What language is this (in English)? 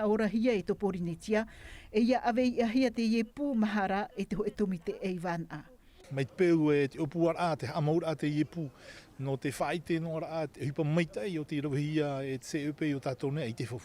Tahitian